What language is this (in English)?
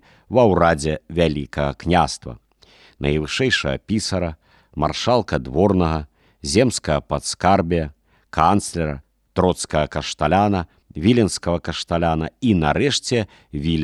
Belarusian